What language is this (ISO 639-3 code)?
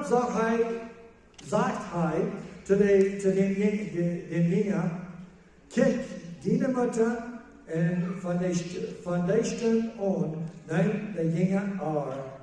pdt